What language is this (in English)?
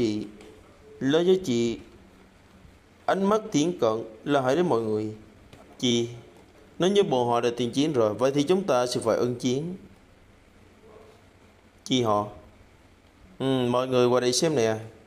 Vietnamese